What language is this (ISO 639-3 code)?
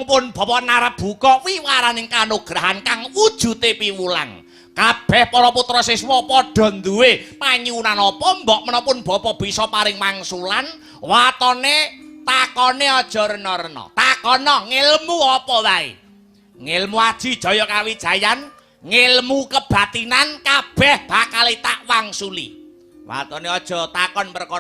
jav